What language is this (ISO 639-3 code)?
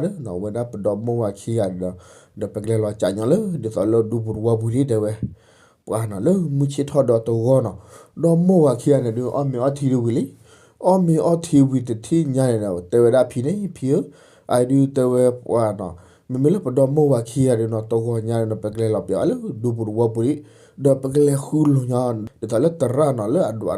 ksw